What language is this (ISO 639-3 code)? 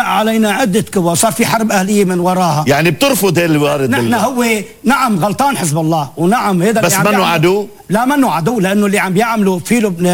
apc